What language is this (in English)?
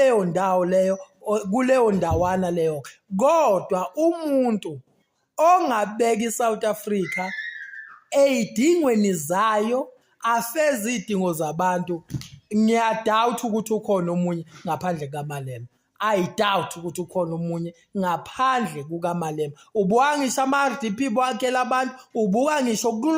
Zulu